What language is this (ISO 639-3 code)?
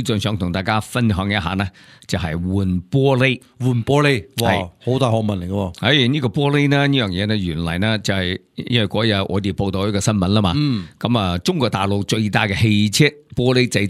yue